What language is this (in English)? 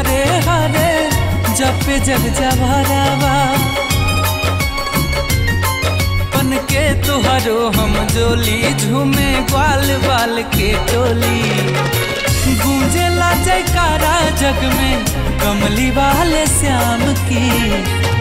Bhojpuri